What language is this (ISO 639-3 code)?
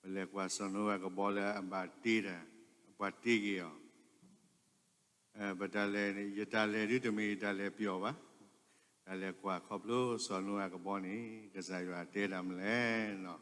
ksw